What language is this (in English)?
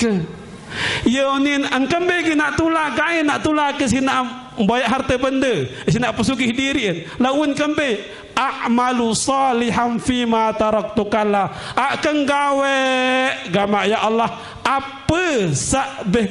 Sasak